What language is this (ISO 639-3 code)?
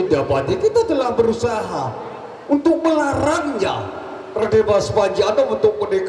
sas